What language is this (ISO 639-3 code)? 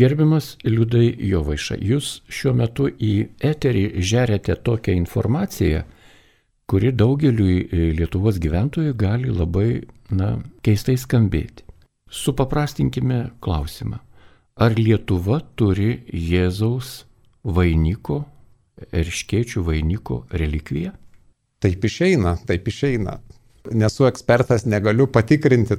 lit